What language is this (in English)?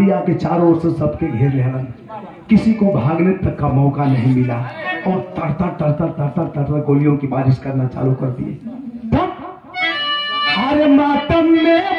Bhojpuri